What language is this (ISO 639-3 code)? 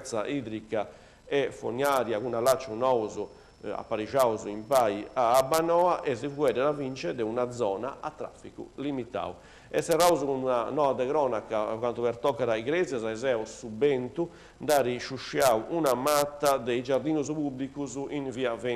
srd